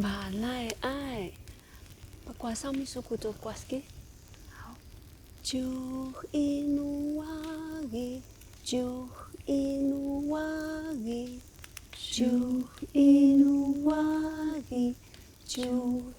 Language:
Atayal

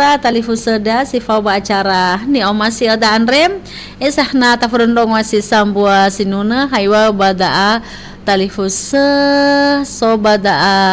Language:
Nias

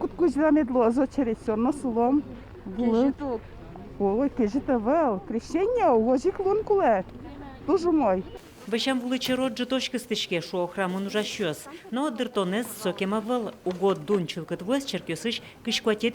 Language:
Udmurt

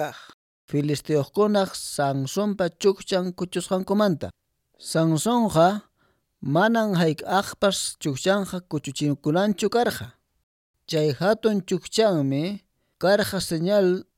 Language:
Quechua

